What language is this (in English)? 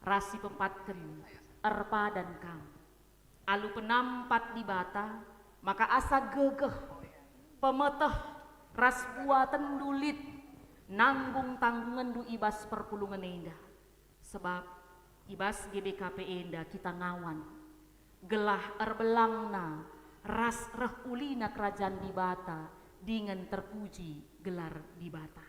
Batak Karo